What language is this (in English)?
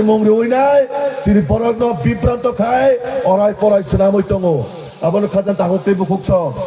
Kok Borok